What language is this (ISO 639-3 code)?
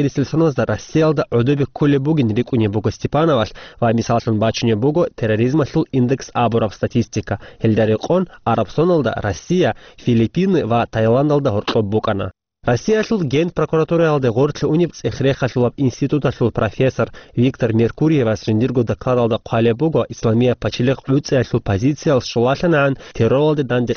ava